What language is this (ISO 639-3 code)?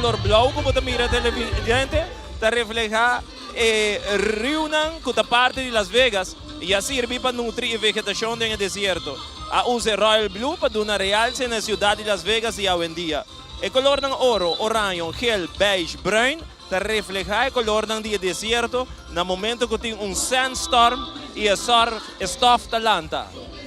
pap